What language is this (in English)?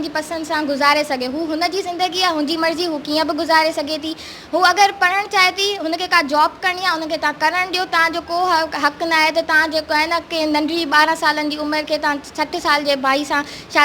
Sindhi